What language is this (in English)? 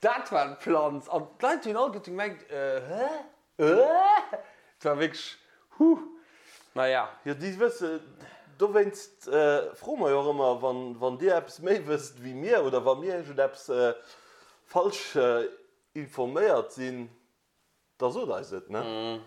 Luxembourgish